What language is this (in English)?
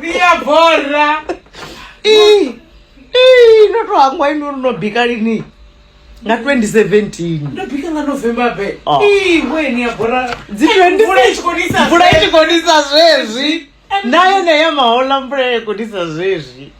Venda